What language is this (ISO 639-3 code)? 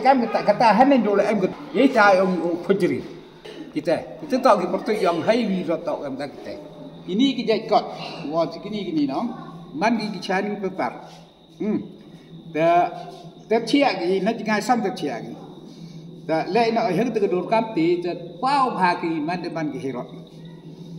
kha